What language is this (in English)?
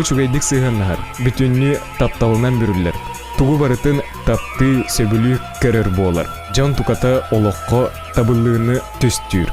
Yakut